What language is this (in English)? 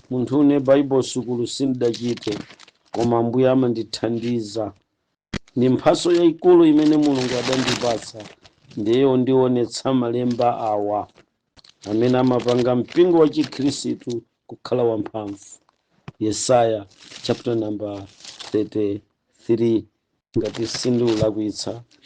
Nyanja